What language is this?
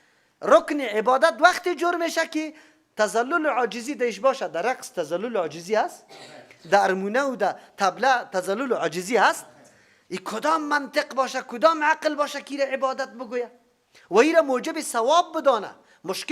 Persian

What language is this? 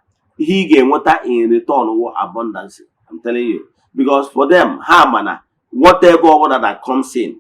Igbo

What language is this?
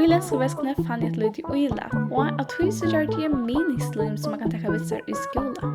Faroese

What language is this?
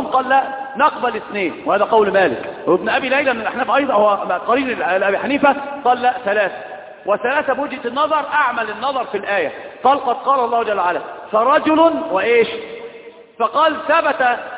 Arabic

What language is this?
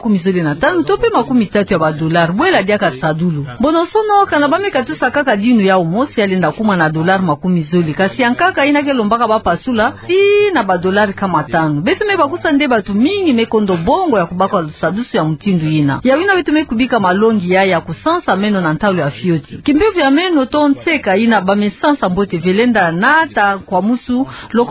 Kituba (Democratic Republic of Congo)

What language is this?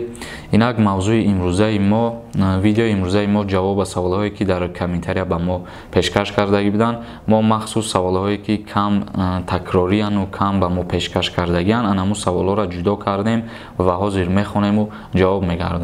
Tajik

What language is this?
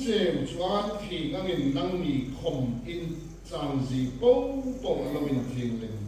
Hmar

